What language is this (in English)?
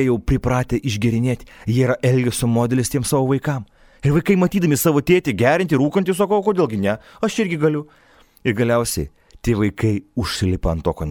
Lithuanian